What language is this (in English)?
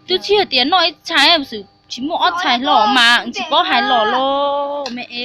Hmong